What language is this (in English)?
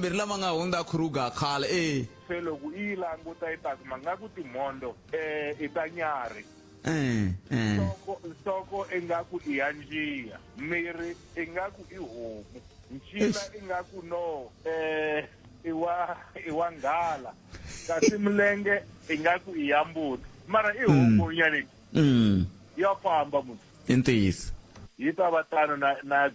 Tsonga